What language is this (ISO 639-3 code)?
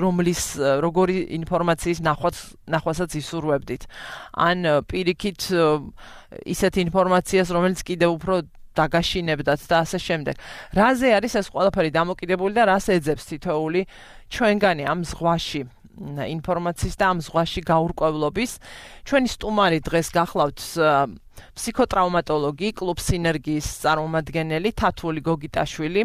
kat